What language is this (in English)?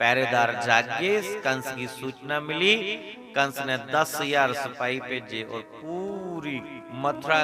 Dogri